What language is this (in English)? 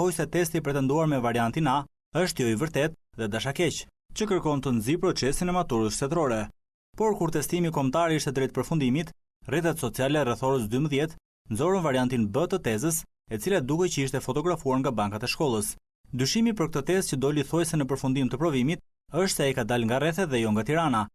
Albanian